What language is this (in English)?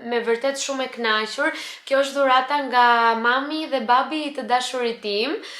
Albanian